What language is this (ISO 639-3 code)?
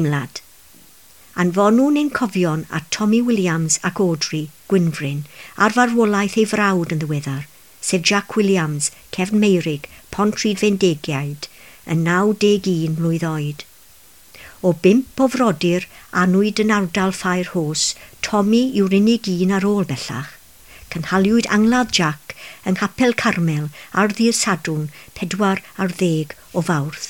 cym